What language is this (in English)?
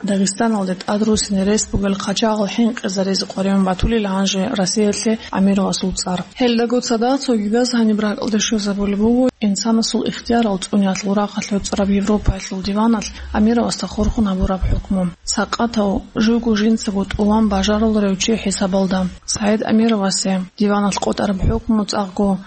Avaric